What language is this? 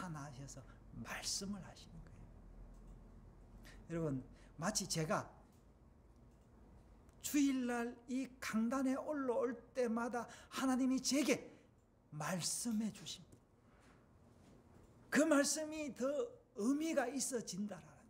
Korean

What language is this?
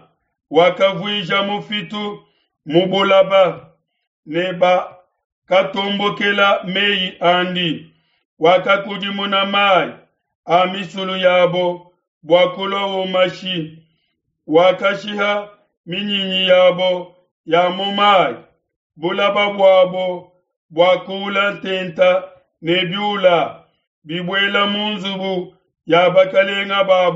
Luba-Lulua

